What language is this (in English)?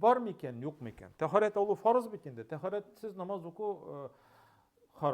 Tatar